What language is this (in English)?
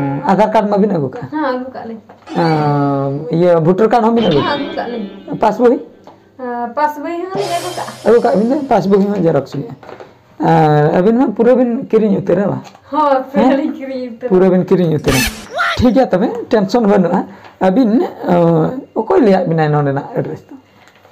Santali